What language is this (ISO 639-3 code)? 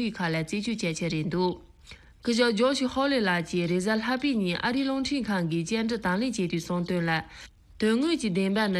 bod